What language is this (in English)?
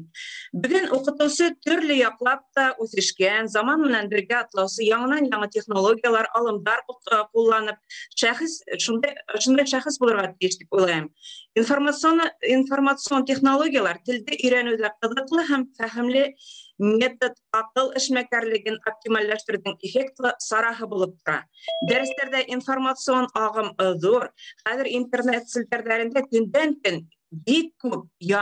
Bashkir